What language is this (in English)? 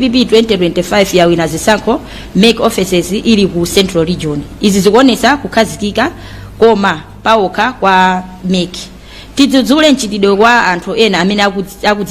Nyanja